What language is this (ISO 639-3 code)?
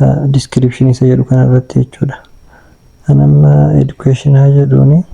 orm